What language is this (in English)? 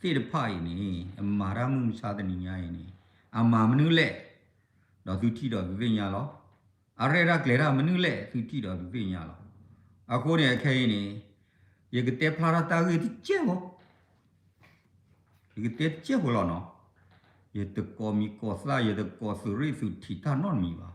S'gaw Karen